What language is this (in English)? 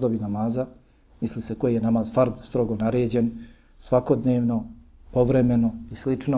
Bosnian